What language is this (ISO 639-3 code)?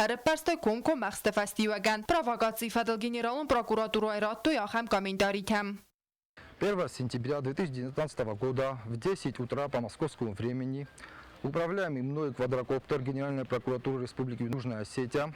oss